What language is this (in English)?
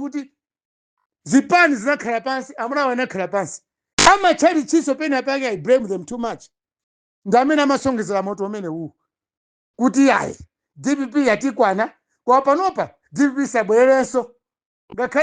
Nyanja